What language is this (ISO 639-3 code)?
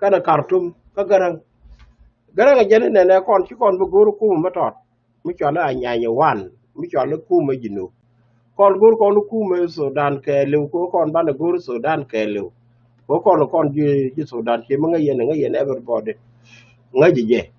nus